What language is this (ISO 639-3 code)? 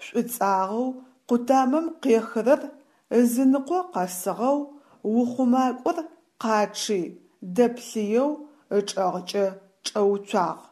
ady